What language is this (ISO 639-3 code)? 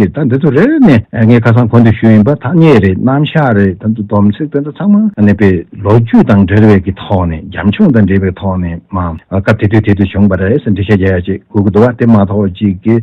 bod